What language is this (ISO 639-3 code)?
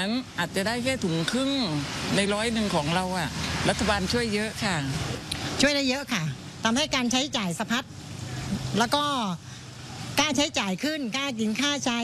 tha